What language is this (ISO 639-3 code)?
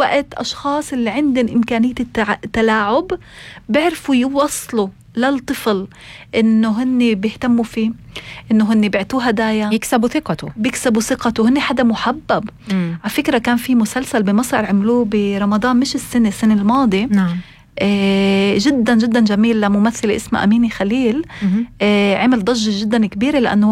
apc